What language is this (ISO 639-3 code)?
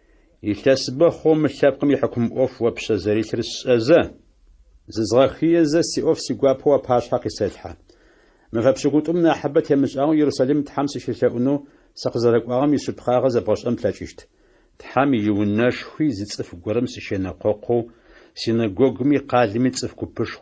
ady